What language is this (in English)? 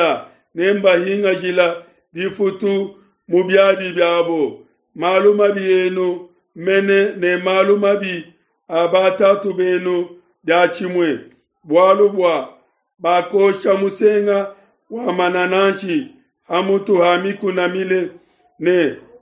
Luba-Lulua